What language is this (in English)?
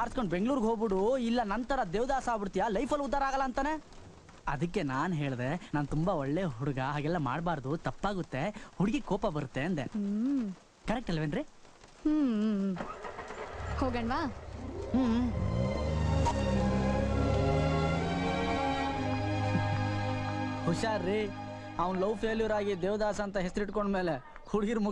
Kannada